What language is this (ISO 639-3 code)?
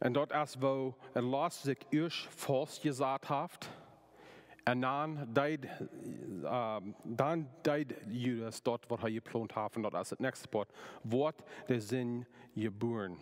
pdt